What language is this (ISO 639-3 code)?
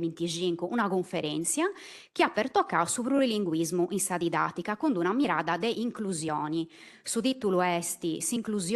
srd